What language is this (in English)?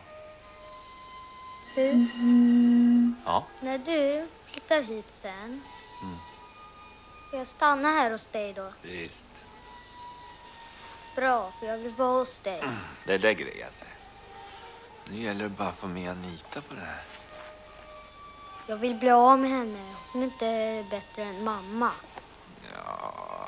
Swedish